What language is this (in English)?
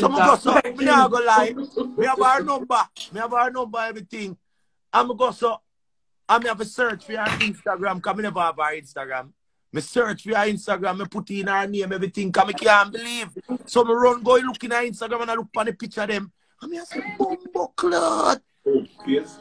Jamaican Creole English